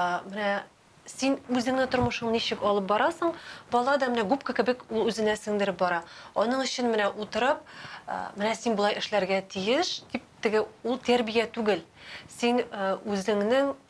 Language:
Tatar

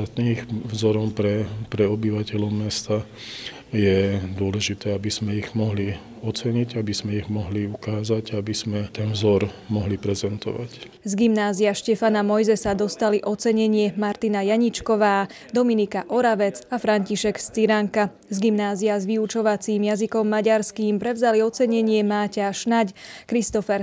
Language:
Slovak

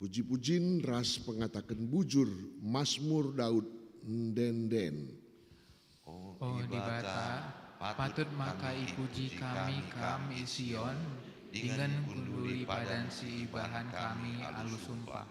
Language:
Batak Karo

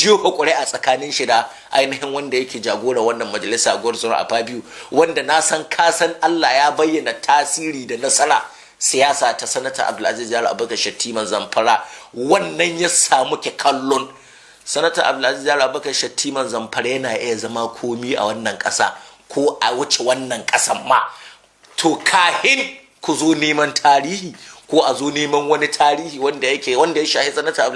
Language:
Hausa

